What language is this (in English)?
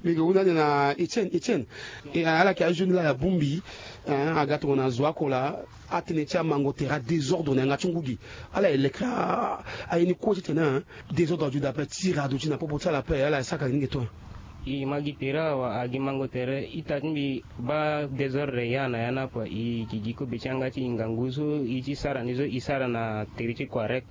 Sango